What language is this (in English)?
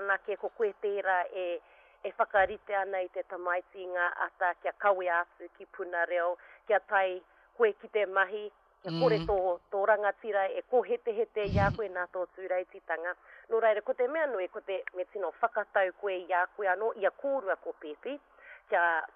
Māori